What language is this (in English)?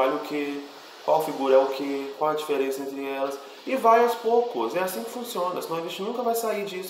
Portuguese